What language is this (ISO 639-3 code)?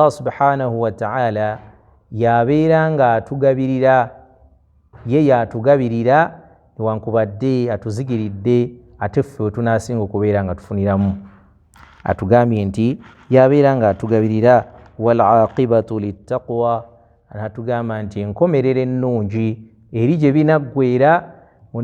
lug